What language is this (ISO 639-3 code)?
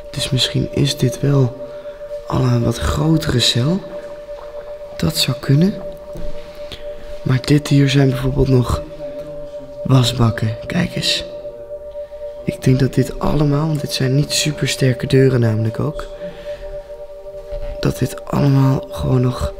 nld